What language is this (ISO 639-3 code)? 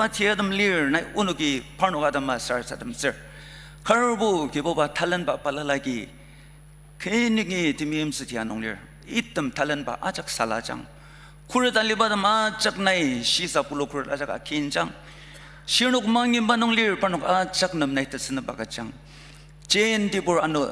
njo